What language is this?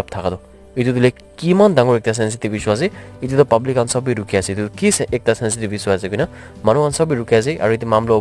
Naga Pidgin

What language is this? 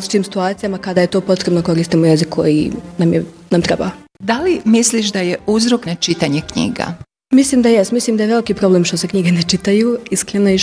Bosnian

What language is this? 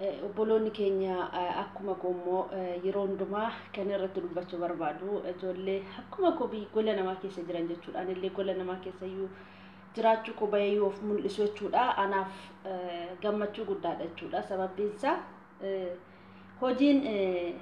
Oromo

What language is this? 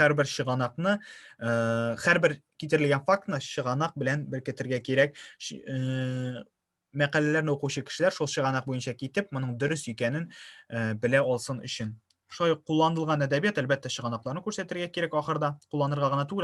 Tatar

